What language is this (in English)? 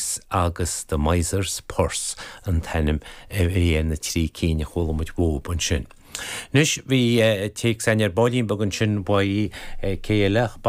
Irish